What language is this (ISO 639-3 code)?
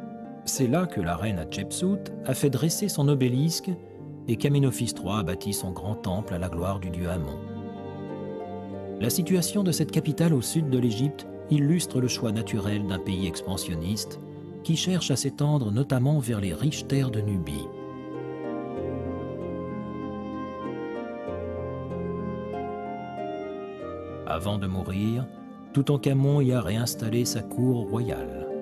fra